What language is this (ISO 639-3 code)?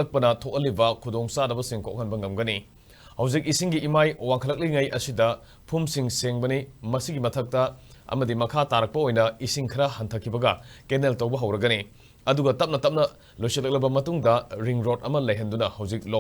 mni